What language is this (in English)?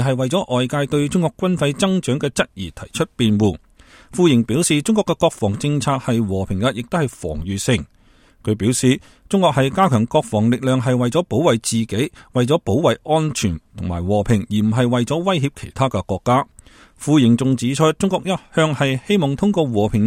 Cantonese